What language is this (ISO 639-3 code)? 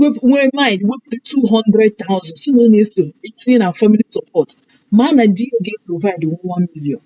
ibo